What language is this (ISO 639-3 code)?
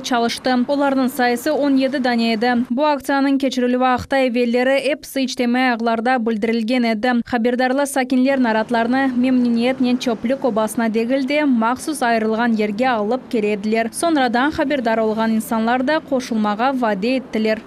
crh